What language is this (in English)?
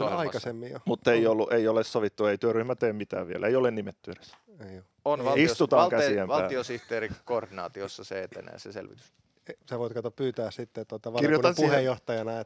Finnish